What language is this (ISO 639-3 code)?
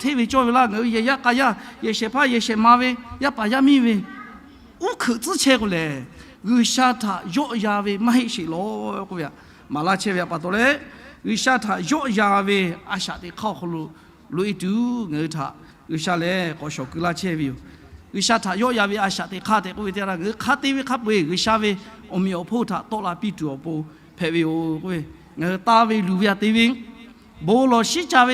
lhu